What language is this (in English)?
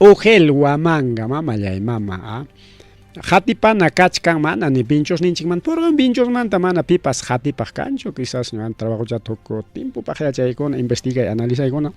Ayacucho Quechua